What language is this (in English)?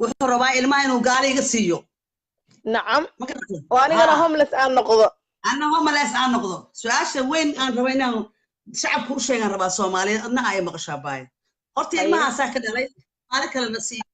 Somali